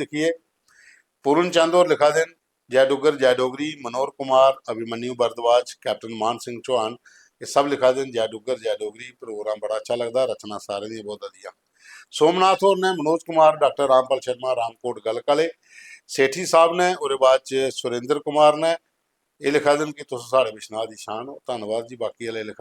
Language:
Dogri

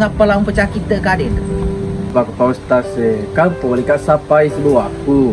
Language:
Buginese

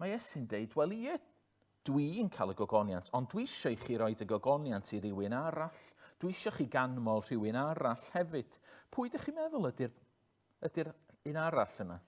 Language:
Welsh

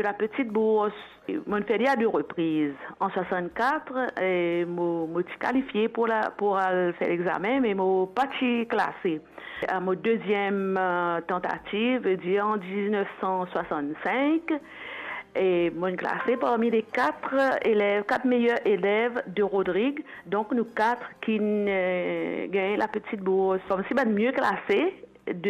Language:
Morisyen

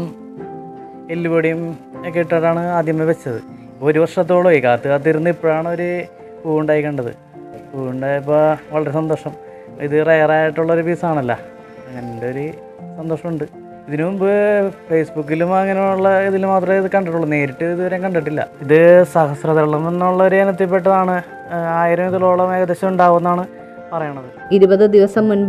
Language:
Malayalam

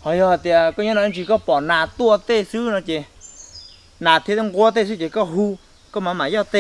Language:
Hmong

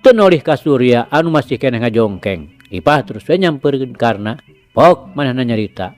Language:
Sundanese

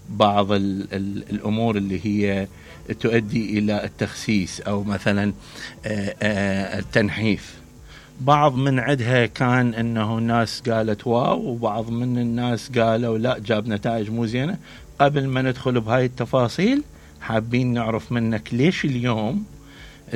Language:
Mesopotamian Arabic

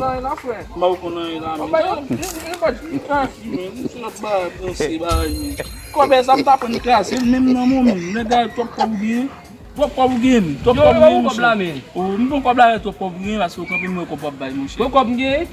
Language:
Haitian Creole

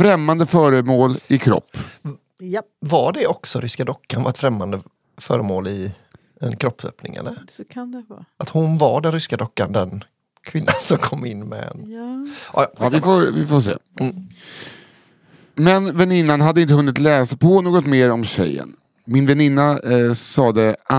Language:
Swedish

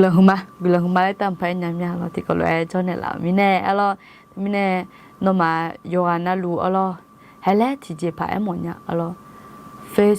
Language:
Akha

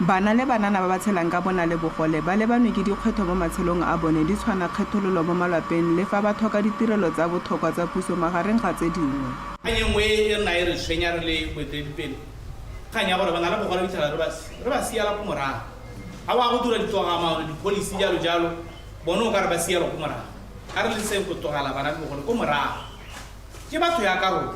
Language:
Tswana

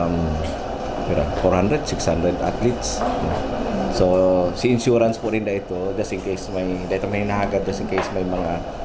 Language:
Bikol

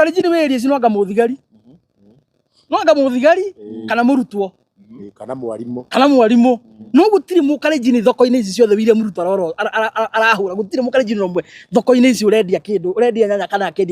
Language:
Kikuyu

